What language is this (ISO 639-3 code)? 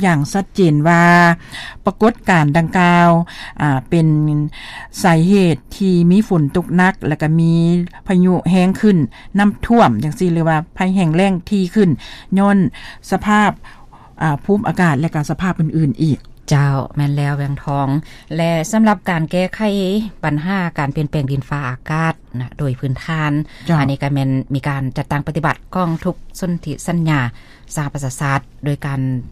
lao